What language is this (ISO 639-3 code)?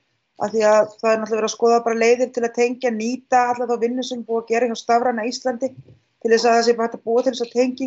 isl